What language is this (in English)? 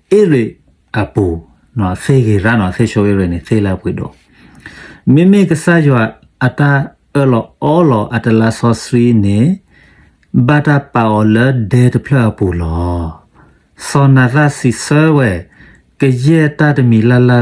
S'gaw Karen